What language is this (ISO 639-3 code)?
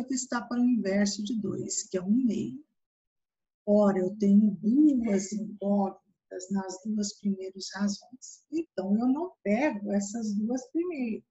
por